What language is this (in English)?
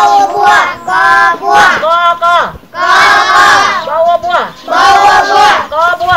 Thai